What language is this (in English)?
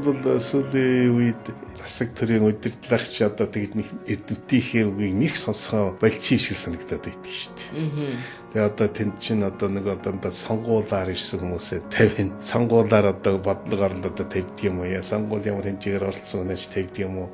Mongolian